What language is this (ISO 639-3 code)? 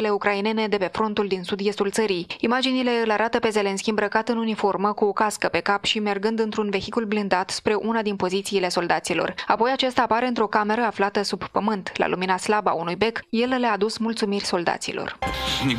ron